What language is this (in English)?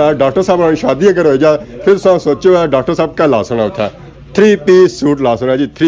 Pahari-Potwari